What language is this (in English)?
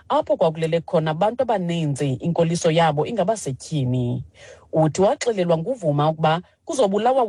Xhosa